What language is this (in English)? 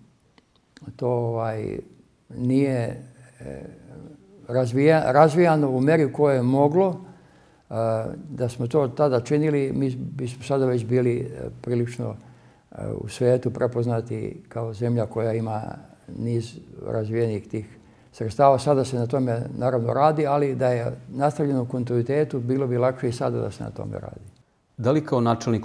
Serbian